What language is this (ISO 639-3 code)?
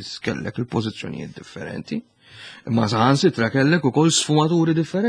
mlt